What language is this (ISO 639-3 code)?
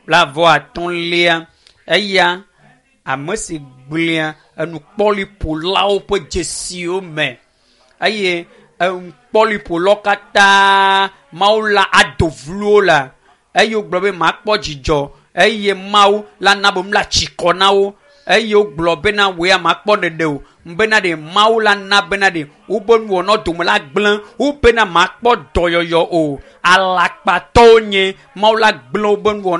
ewe